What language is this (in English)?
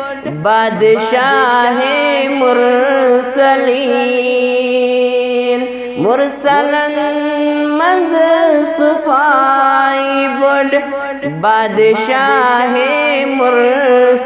Kashmiri